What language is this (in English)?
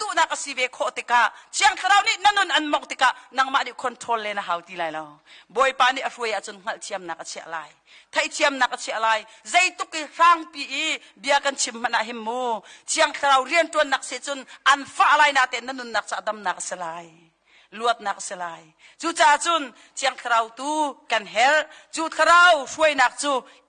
Hakha Chin